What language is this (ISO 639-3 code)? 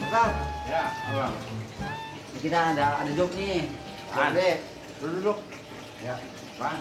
bew